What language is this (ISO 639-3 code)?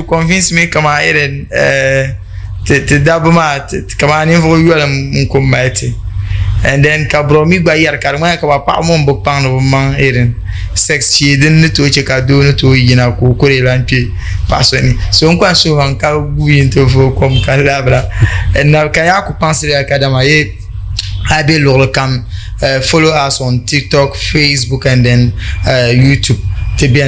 dag